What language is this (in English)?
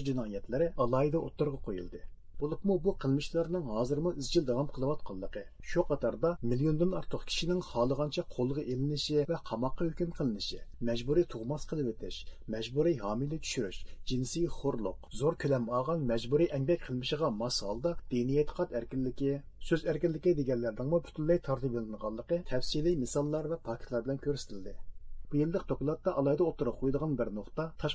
Uyghur